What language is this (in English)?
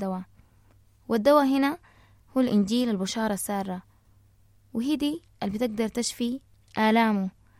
Sudanese Arabic